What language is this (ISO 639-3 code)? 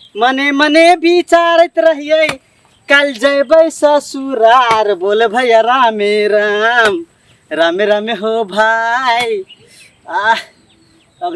mai